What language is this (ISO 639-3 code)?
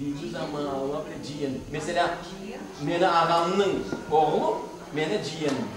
crh